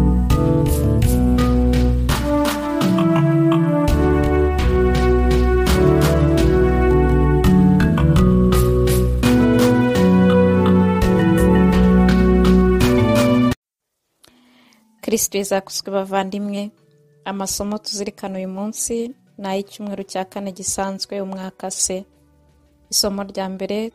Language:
Kinyarwanda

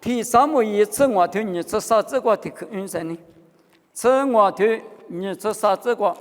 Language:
Lisu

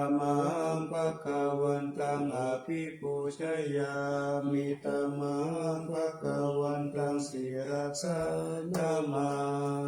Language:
Pali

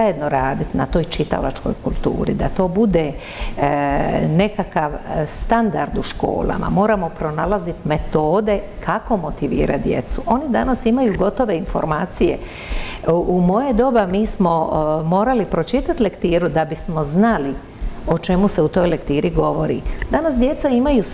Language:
Croatian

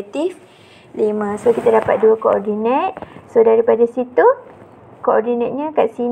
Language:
Malay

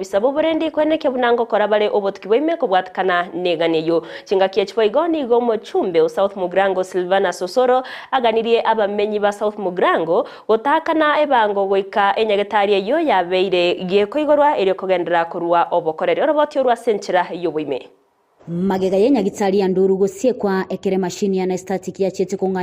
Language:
Gusii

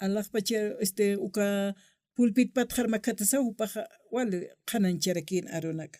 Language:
Aymara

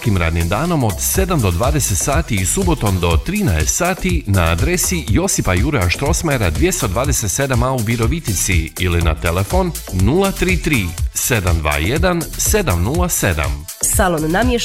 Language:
Croatian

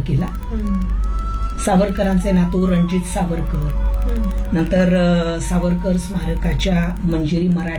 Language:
Marathi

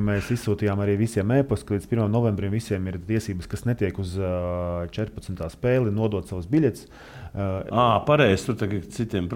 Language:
Latvian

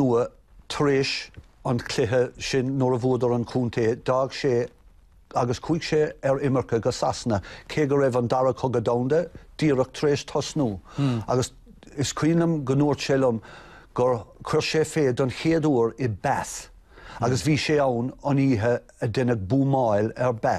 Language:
Irish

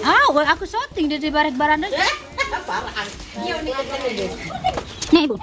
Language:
Sasak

